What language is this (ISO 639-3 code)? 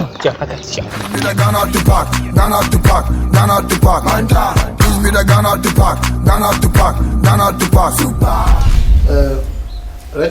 dag